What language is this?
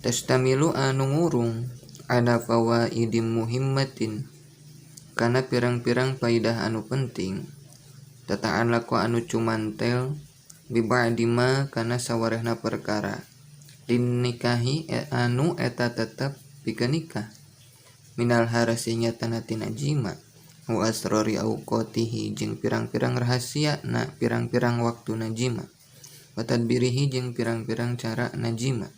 Sundanese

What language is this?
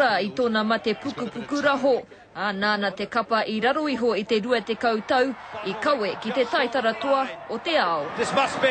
Māori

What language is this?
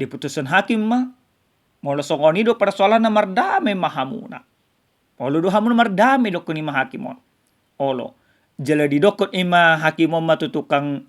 Batak Toba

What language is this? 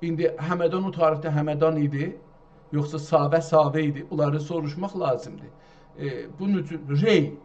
South Azerbaijani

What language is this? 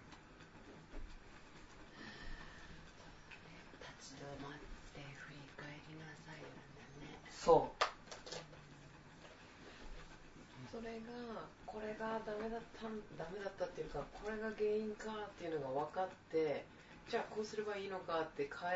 Japanese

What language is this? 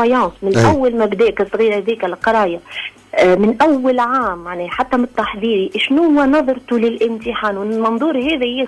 Tunisian Arabic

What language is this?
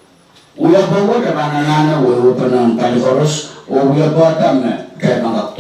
Pohnpeian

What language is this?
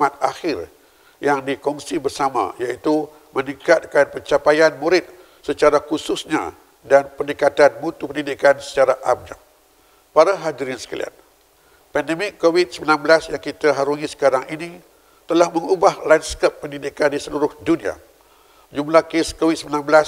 Malay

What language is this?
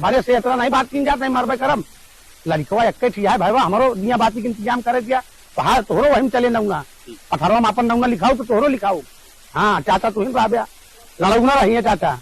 Awadhi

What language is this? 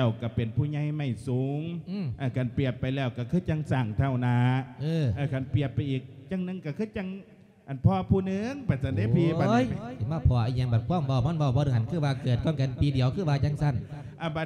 Lao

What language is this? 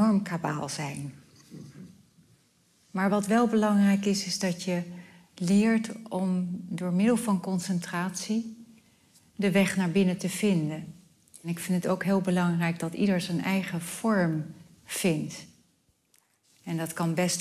Dutch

